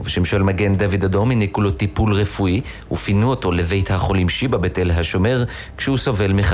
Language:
Hebrew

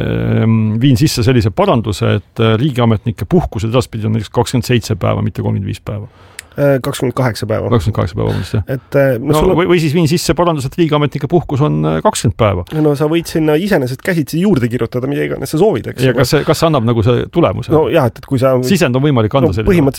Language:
Estonian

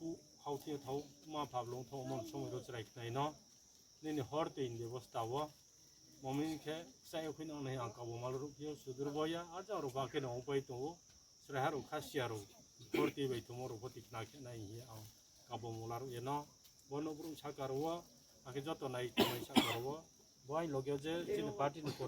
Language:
Riang (India)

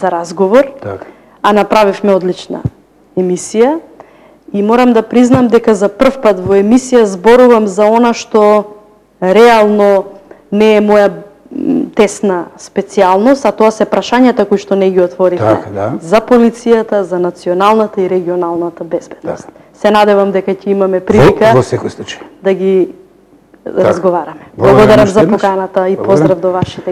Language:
Macedonian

